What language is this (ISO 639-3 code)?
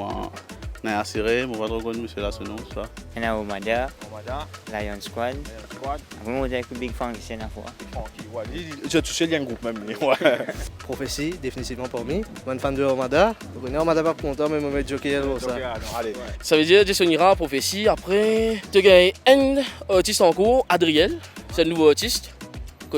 mfe